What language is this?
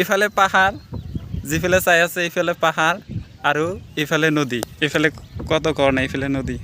Assamese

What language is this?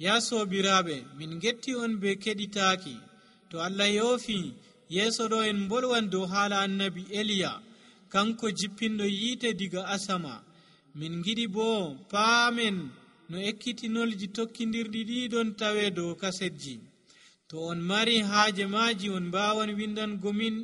Nigerian Fulfulde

